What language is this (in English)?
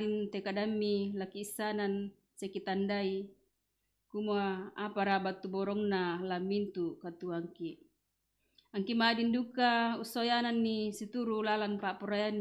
Toraja-Sa'dan